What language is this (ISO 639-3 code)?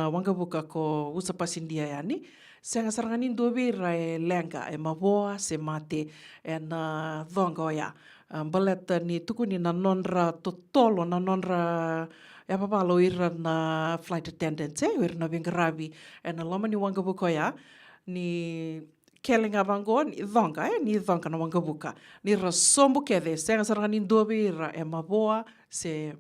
fij